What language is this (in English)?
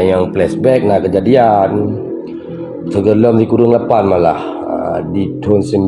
Achinese